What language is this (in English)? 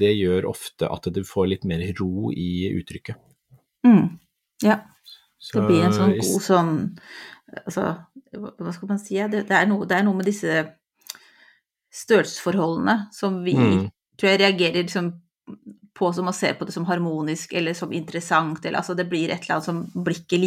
Norwegian